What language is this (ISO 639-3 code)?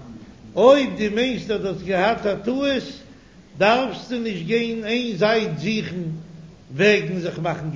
yid